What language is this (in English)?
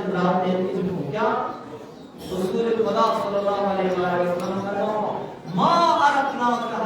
Kashmiri